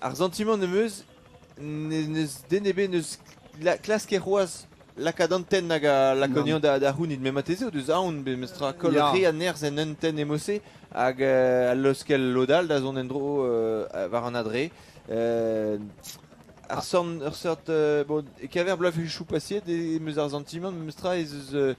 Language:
Breton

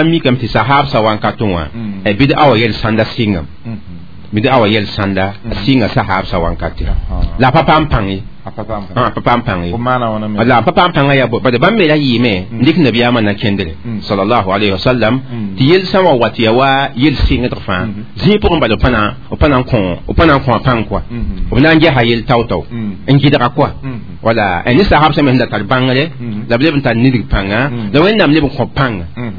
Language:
Mossi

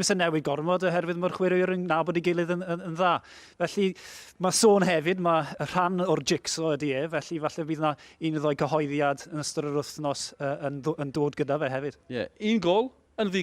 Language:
Welsh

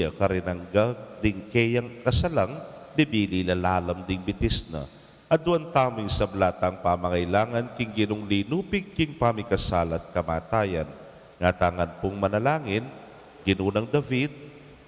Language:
Pampanga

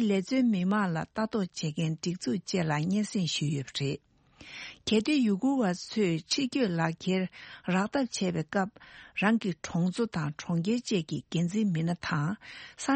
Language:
Tibetan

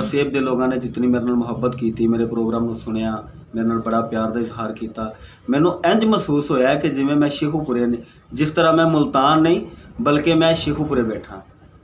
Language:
Saraiki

